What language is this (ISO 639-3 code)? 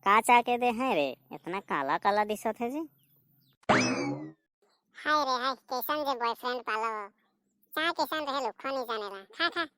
sck